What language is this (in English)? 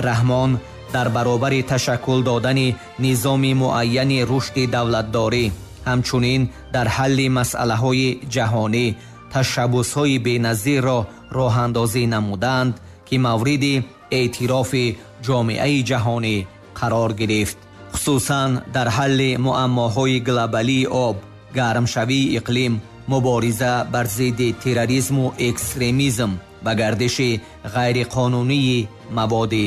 Tajik